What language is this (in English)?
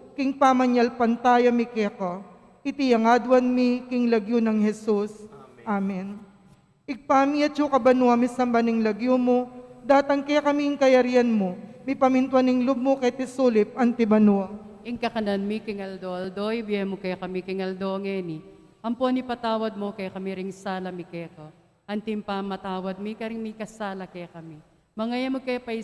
Pampanga